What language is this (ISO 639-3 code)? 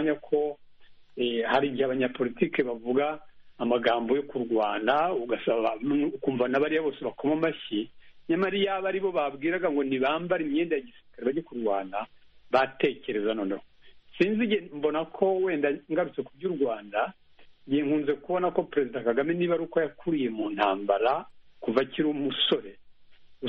kin